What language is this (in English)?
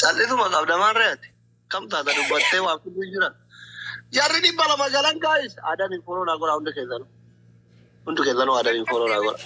Oromo